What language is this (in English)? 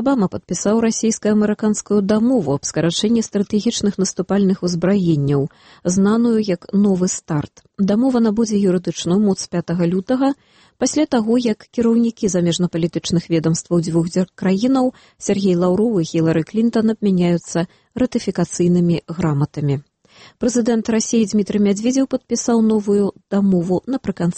Belarusian